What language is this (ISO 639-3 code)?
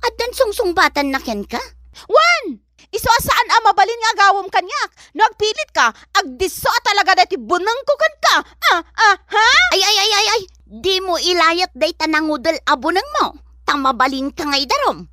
ilo